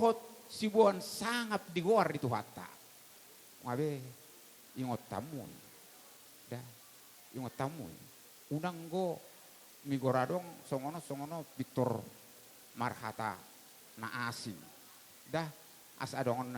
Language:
Batak Toba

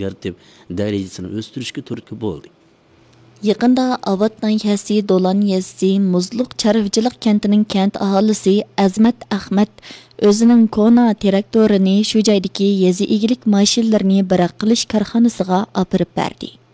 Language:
Uyghur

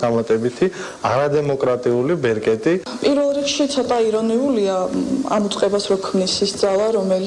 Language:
Georgian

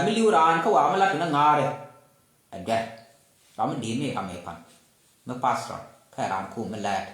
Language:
Nuer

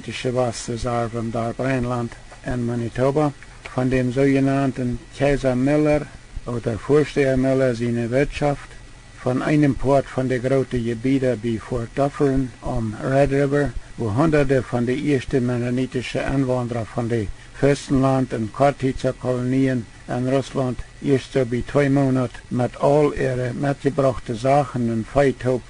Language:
Plautdietsch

